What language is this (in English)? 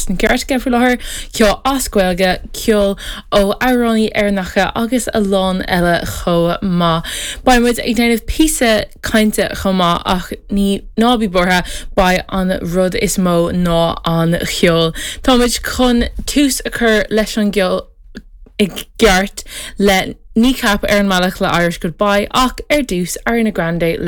Irish